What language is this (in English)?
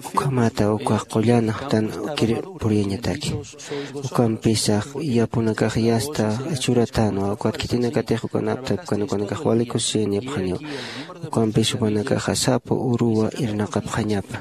Aymara